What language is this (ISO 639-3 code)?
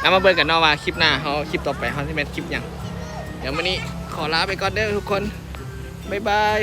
tts